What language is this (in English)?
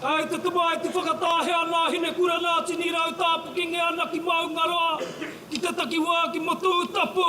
Māori